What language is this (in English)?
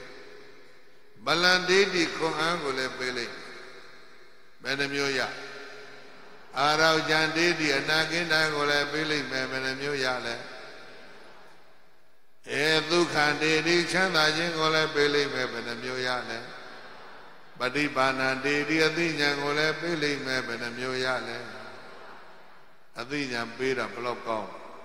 Burmese